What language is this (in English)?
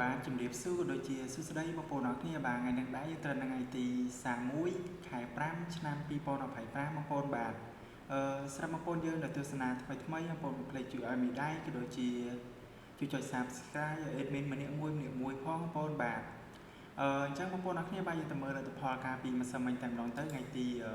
Khmer